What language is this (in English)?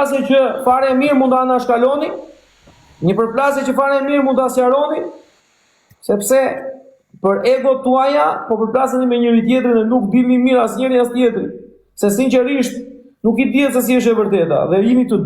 Albanian